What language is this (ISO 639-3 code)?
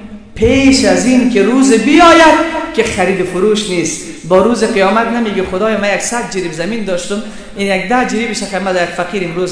fas